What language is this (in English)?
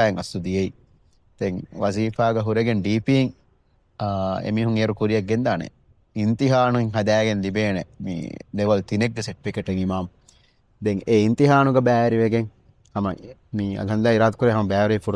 Divehi